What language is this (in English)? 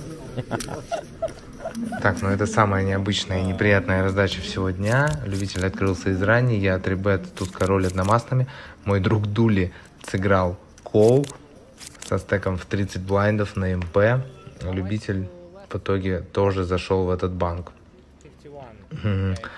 Russian